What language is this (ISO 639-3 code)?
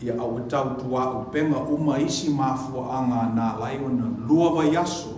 smo